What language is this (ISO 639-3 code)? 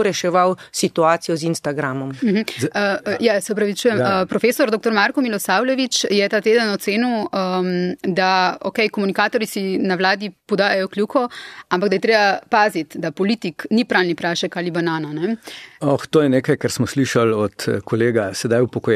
slv